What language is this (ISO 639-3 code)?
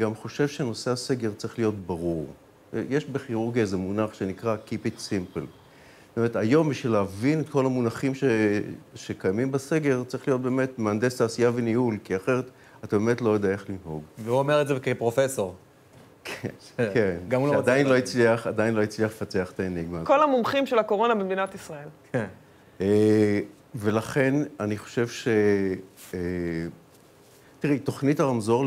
heb